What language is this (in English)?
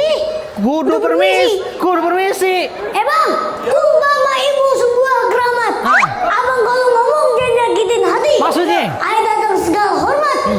Betawi